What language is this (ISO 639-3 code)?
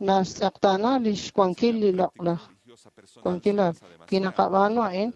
kek